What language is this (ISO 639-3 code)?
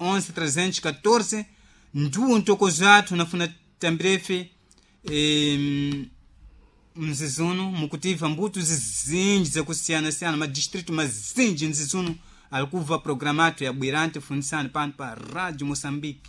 seh